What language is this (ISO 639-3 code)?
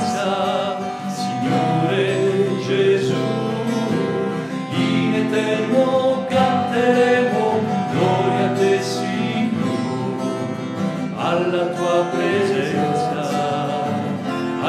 ita